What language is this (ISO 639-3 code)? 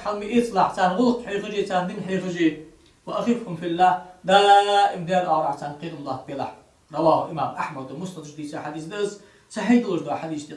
inh